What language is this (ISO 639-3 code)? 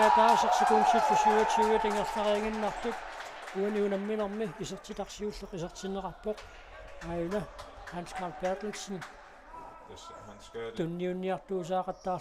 kal